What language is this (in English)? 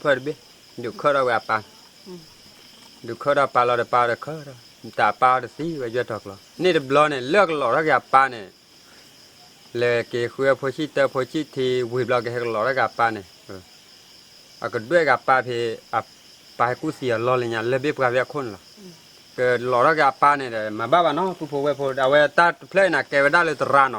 S'gaw Karen